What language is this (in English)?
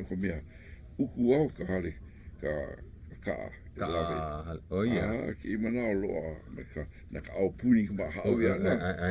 Hawaiian